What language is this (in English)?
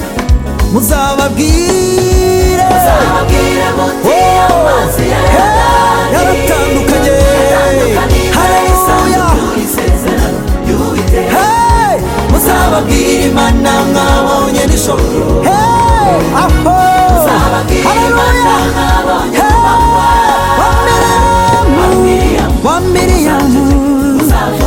Kinyarwanda